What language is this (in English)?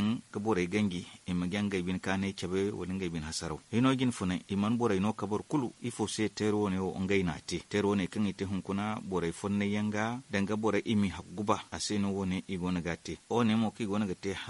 Zarma